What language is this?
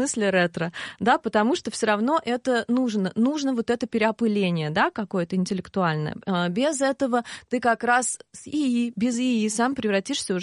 Russian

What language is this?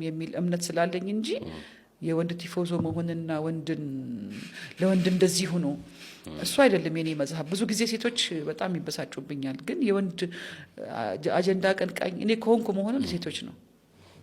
Amharic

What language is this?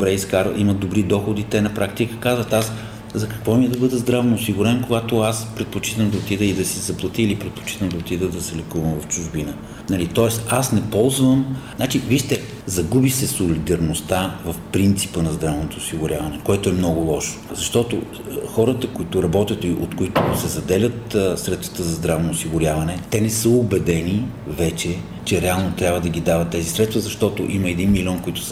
Bulgarian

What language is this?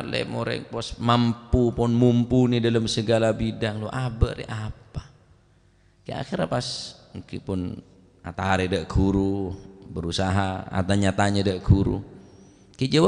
Madurese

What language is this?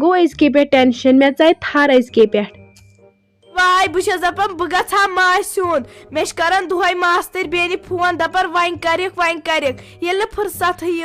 Kashmiri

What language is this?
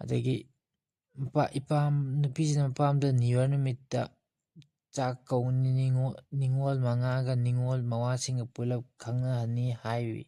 Manipuri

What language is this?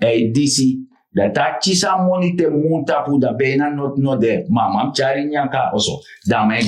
Sranan Tongo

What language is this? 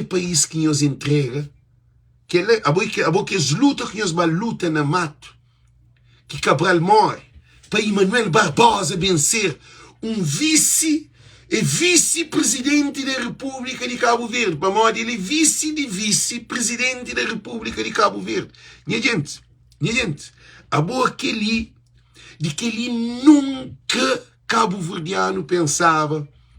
Kabuverdianu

